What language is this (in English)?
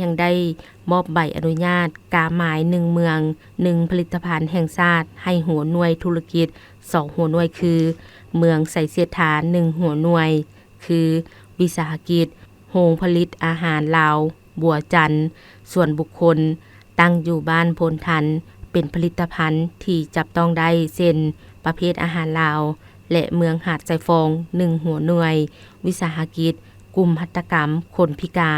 Lao